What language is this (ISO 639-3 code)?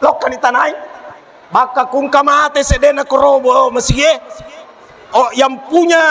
bug